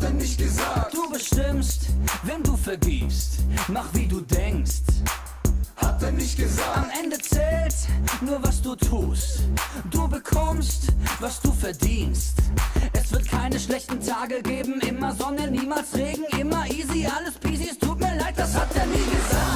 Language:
Swiss German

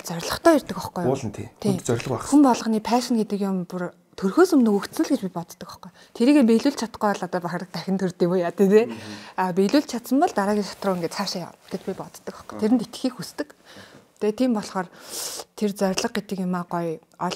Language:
Mongolian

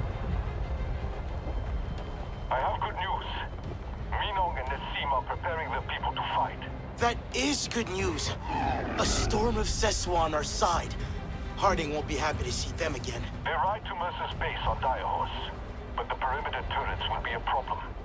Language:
English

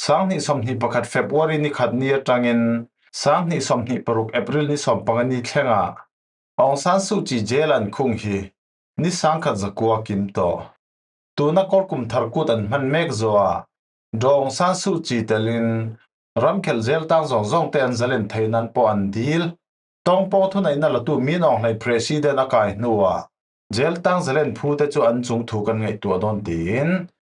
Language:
Falam Chin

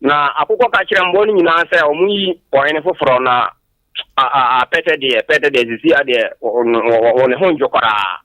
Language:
Akan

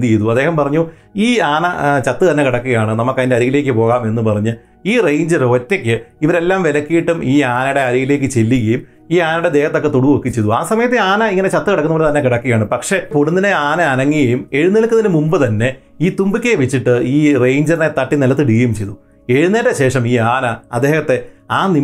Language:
Malayalam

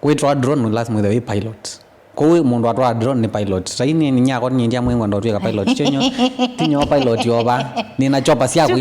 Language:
Kamba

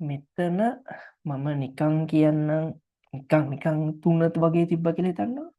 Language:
Sinhala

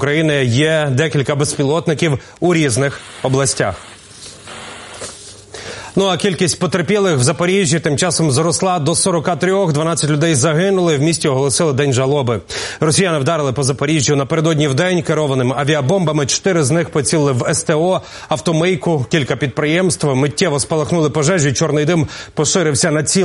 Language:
Ukrainian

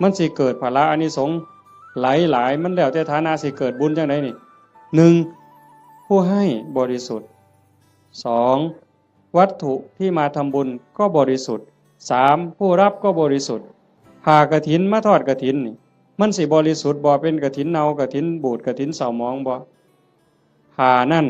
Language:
Northeastern Thai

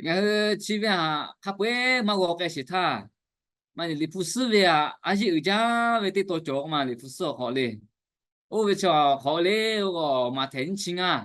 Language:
Lahu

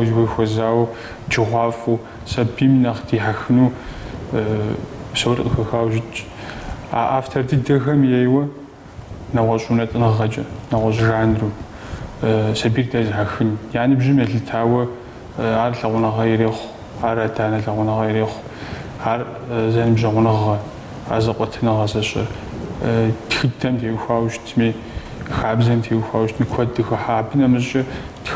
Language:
Kabardian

